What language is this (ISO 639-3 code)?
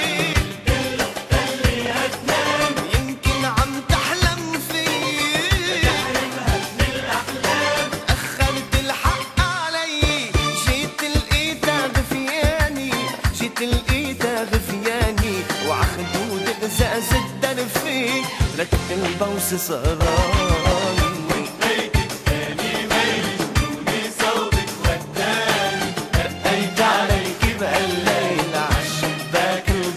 apc